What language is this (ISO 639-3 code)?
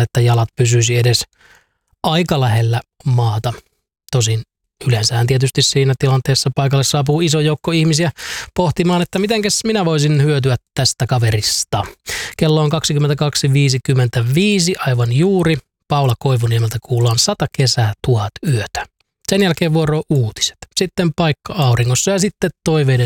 fin